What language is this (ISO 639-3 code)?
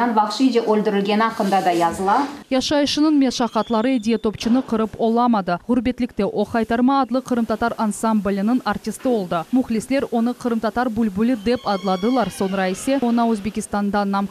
crh